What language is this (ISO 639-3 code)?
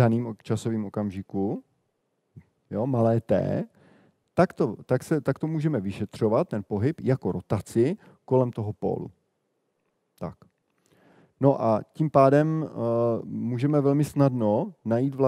ces